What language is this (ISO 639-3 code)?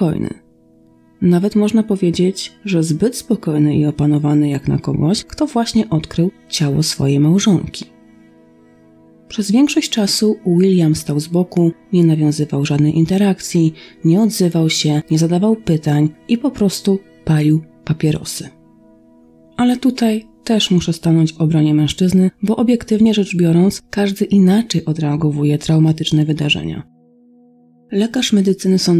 pol